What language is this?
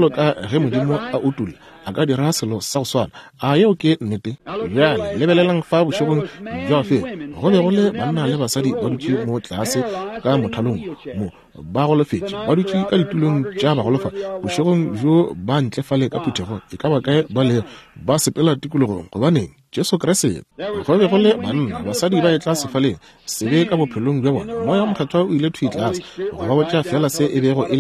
Northern Sotho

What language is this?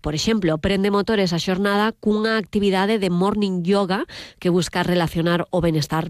Galician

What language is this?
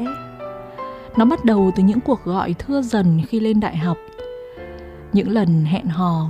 Vietnamese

